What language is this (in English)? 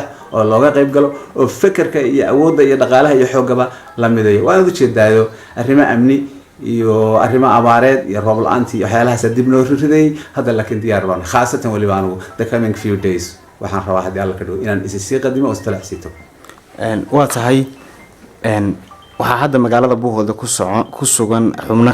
Somali